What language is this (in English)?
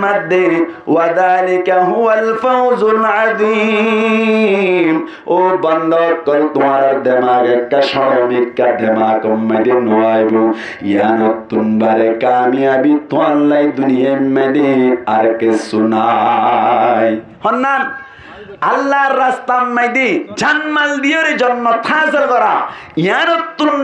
Rohingya